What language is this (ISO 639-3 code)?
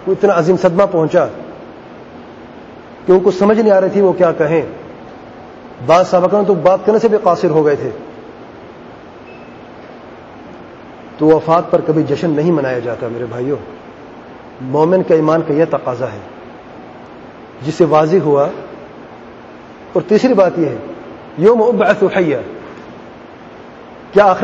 urd